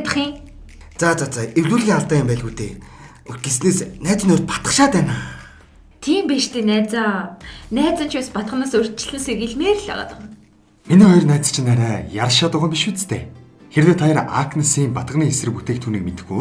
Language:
Mongolian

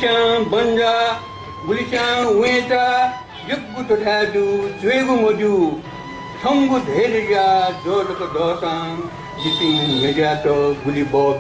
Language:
Newari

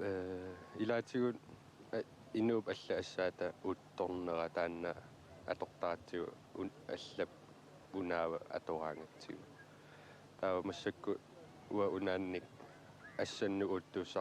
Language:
Kalaallisut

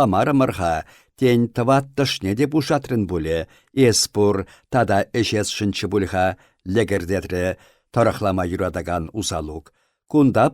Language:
Chuvash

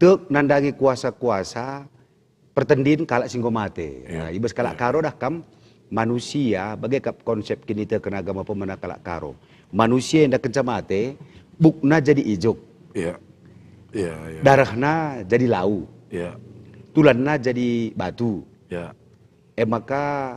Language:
Batak Karo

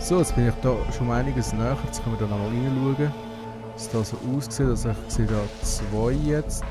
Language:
Swiss German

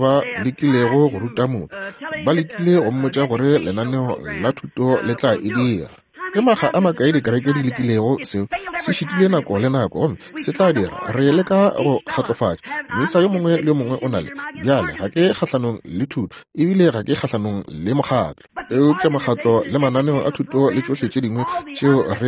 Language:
Northern Sotho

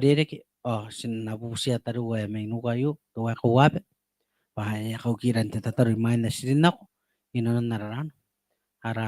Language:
Gilbertese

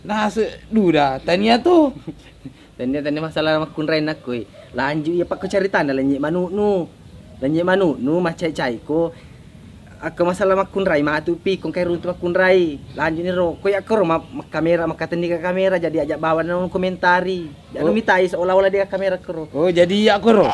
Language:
Buginese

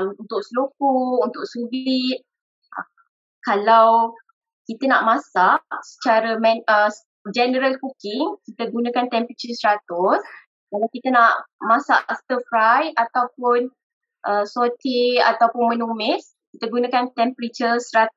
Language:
Malay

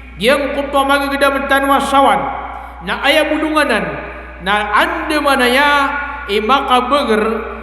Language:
Maranao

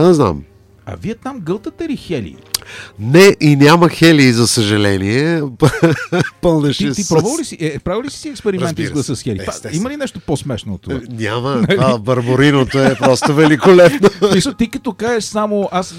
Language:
Bulgarian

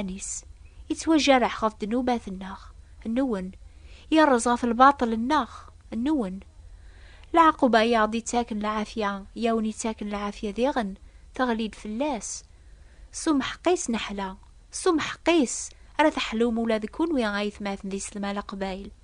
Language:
Kabyle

